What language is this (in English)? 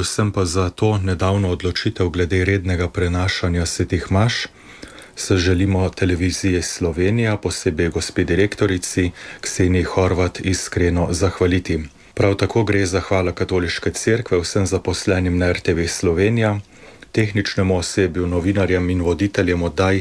Slovenian